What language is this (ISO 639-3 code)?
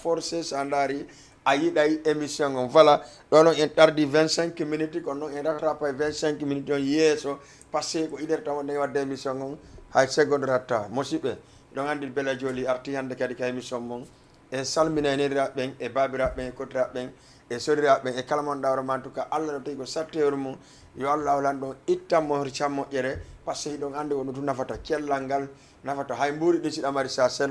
ful